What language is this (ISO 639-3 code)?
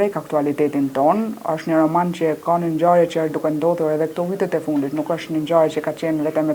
sqi